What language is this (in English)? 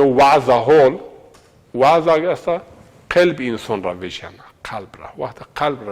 Zaza